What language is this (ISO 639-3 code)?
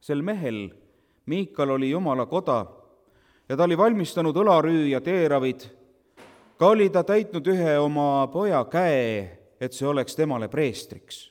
est